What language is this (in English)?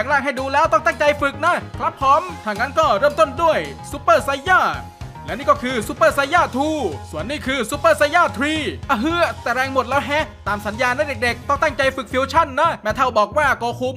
Thai